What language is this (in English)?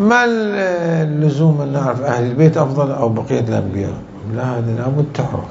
Mesopotamian Arabic